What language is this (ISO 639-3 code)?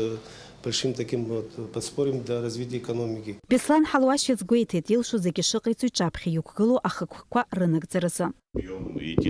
abk